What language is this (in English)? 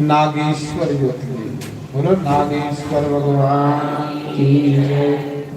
Dogri